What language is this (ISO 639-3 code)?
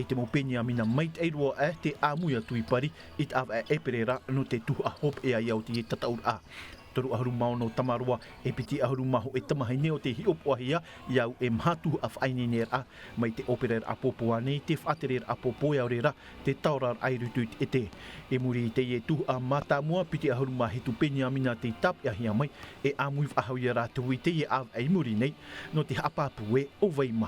tah